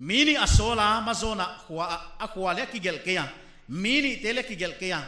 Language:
Paite Chin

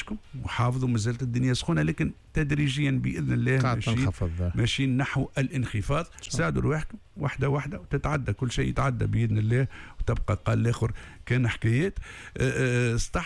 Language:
Tunisian Arabic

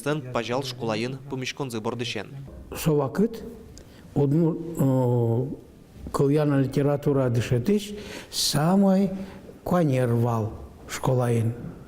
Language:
Udmurt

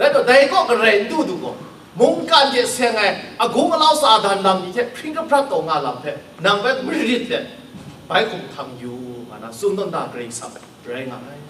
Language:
Kachin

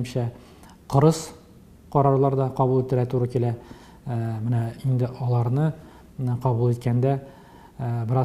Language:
Tatar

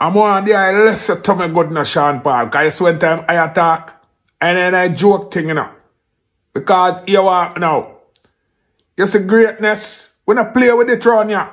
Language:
Jamaican Creole English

